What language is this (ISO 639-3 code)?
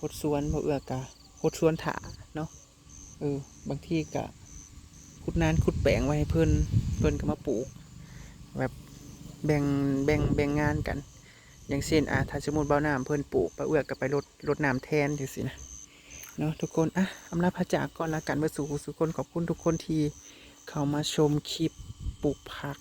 tts